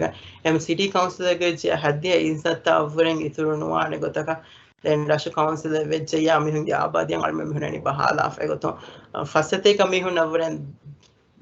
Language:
Divehi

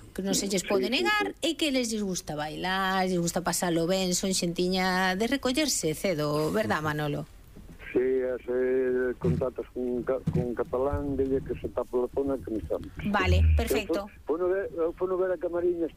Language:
Galician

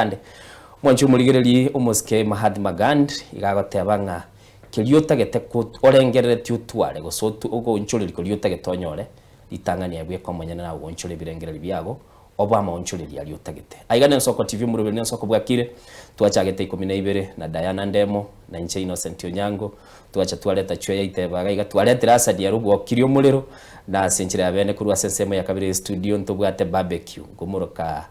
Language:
Gusii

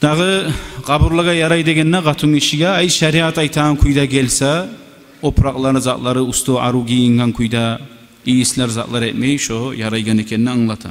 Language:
Kumyk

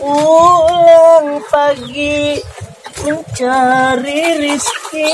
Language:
Betawi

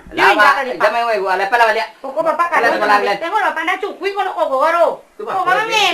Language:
Minangkabau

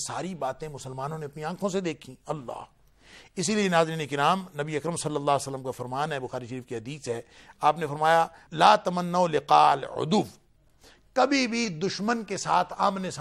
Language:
Urdu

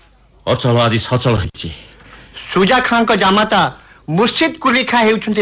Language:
Odia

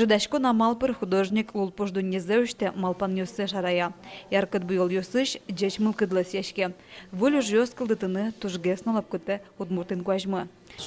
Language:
Udmurt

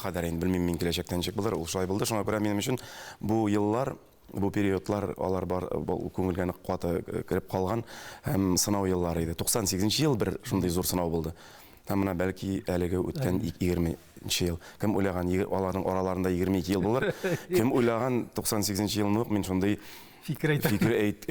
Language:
Tatar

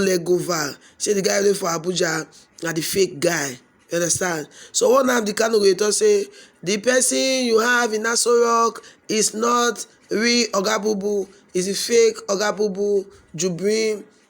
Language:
Nigerian Pidgin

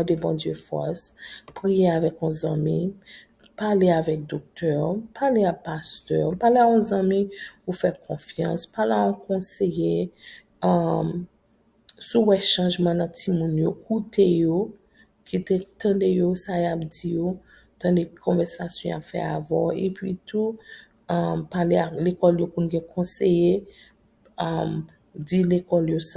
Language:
Haitian Creole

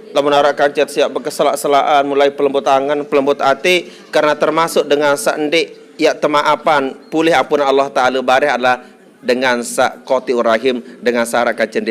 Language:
Sasak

